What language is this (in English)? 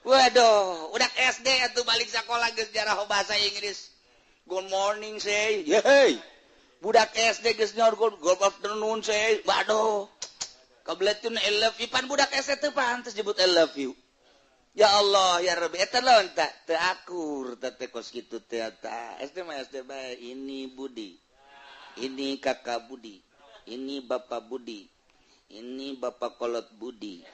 Sundanese